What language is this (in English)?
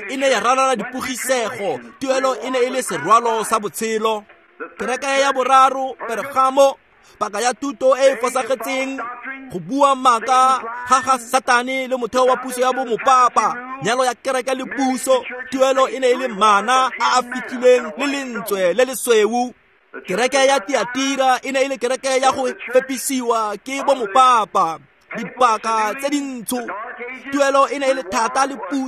Tswana